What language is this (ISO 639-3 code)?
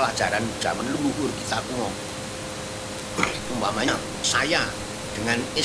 ind